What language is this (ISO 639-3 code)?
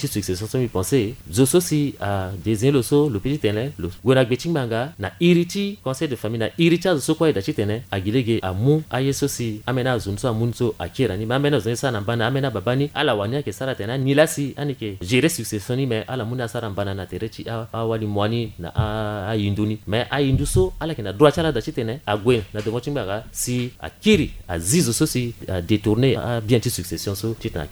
sag